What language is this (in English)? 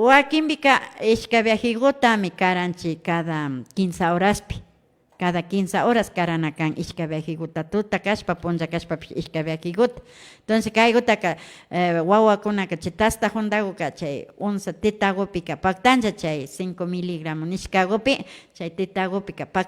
Imbabura Highland Quichua